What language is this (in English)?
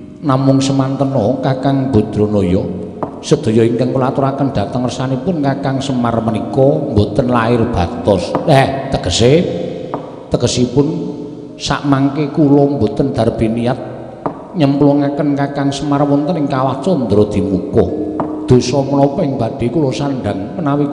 Javanese